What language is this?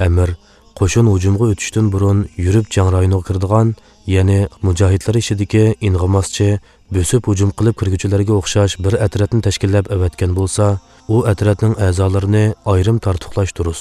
Uyghur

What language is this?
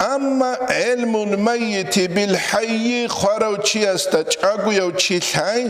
Avaric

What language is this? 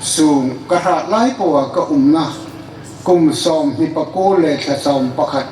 Hmar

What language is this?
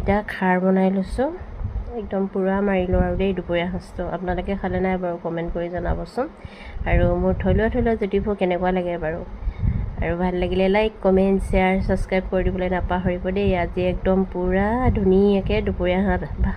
Assamese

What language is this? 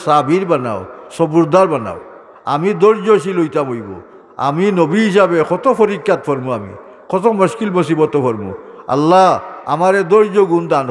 Sylheti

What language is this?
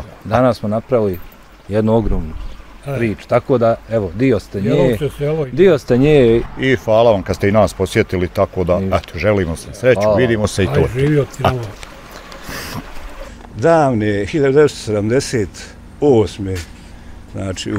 Bosnian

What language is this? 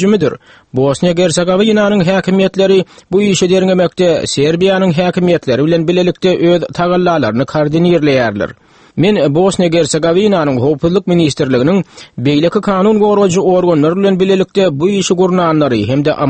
Turkmen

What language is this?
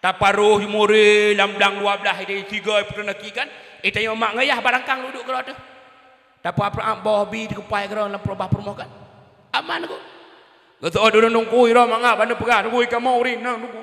Achinese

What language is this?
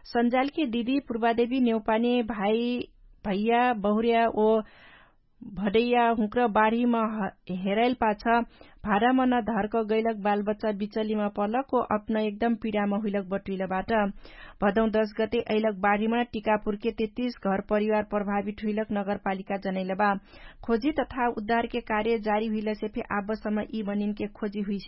Dangaura Tharu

